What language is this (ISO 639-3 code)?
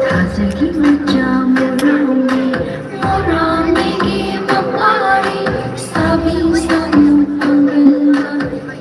mni